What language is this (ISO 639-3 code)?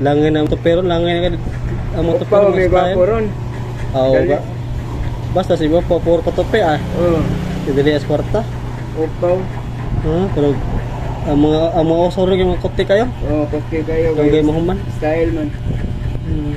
ceb